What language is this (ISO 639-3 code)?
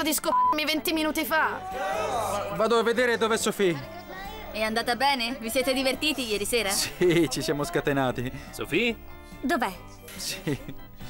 ita